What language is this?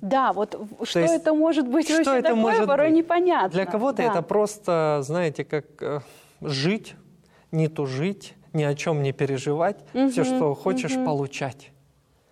Russian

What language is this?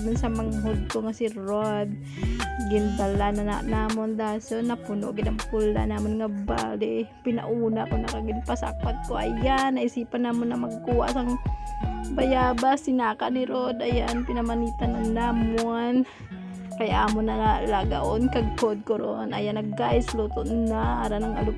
Hiligaynon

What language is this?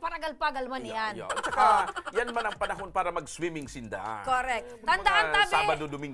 Bikol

